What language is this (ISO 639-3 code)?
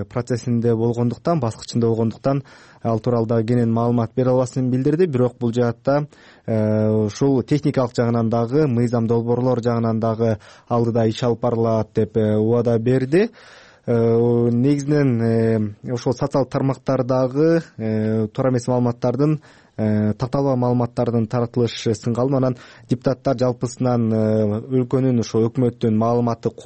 kir